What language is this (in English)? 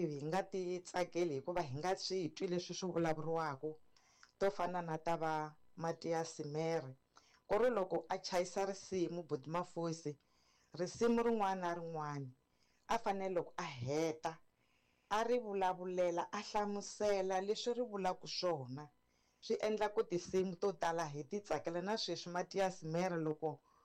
Tsonga